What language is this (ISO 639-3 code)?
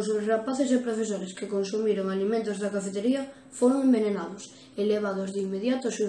glg